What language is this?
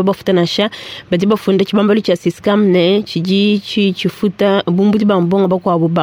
Luba-Lulua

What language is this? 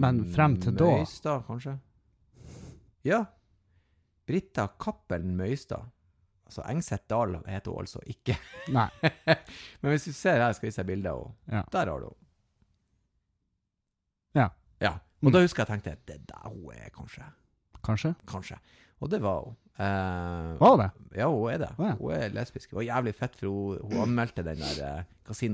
Norwegian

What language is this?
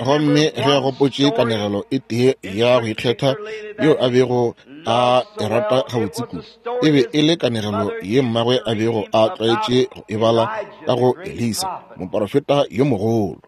Northern Sotho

